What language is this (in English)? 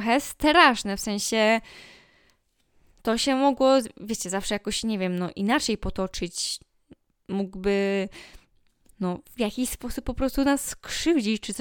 Polish